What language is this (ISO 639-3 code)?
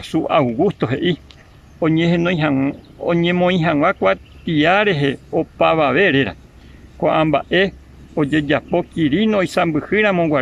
grn